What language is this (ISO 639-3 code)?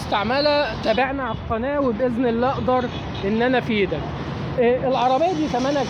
arz